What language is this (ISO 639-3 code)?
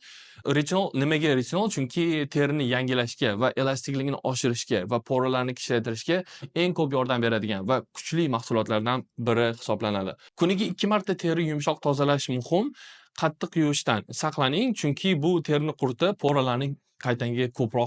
uzb